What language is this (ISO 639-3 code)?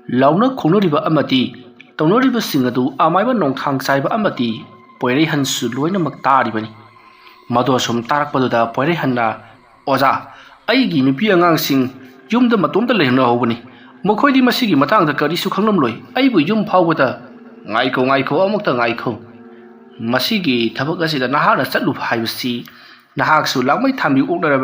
mni